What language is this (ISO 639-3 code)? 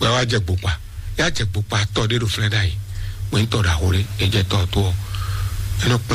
fon